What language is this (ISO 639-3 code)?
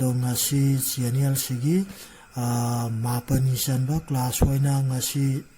mni